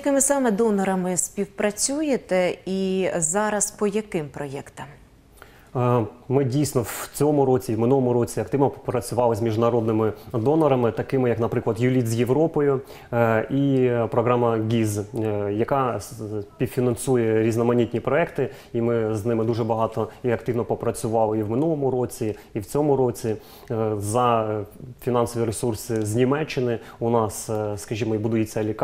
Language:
Ukrainian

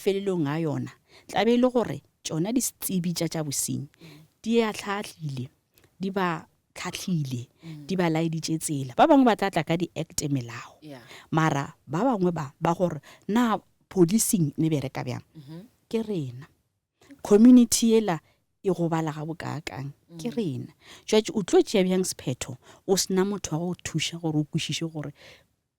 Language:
Northern Sotho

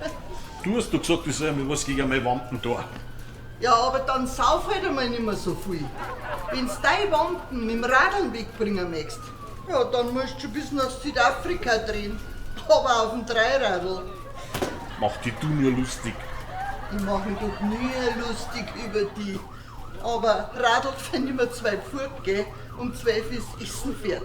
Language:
Bavarian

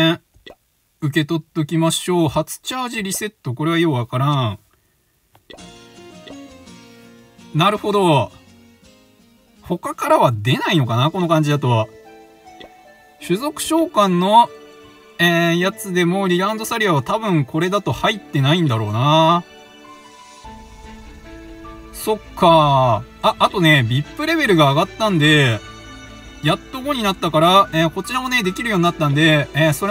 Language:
Japanese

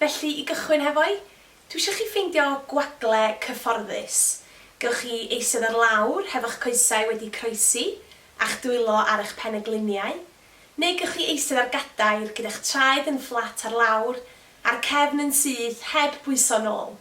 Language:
Welsh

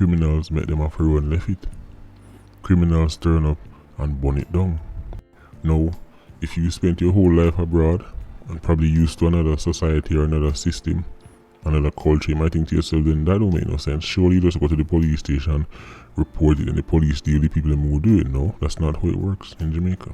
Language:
Jamaican Creole English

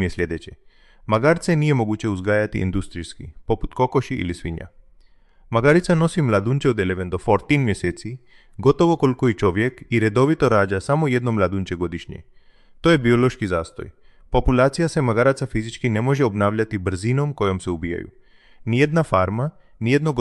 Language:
Croatian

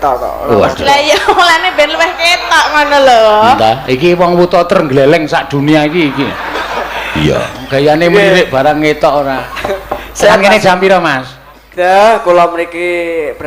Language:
Javanese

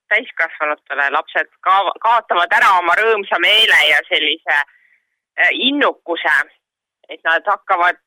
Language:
Estonian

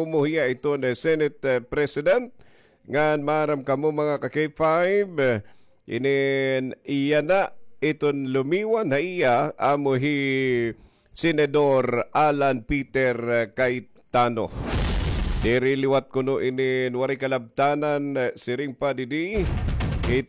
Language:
Waray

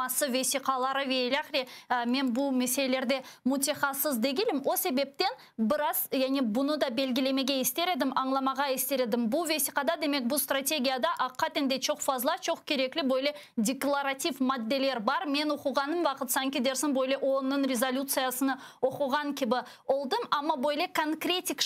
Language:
Crimean Tatar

